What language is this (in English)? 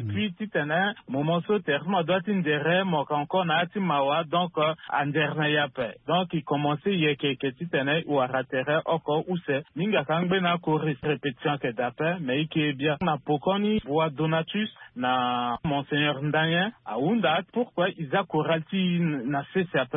Sango